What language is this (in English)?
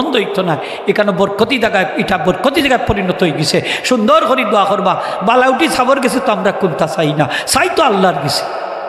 Sylheti